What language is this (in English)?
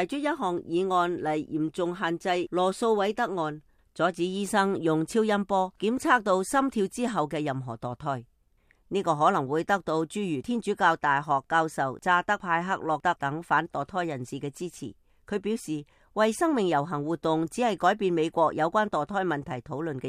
Cantonese